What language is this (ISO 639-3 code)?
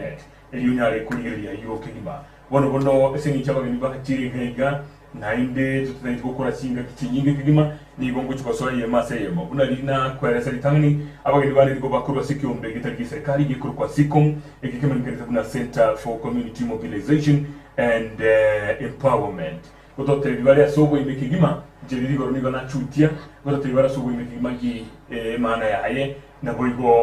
guz